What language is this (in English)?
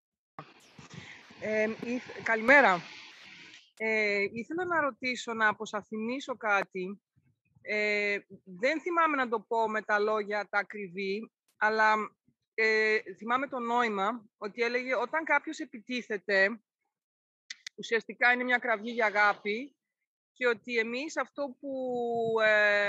Greek